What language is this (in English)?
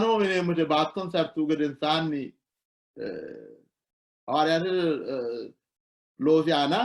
Sidamo